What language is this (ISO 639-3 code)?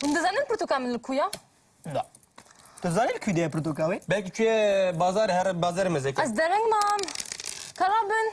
kur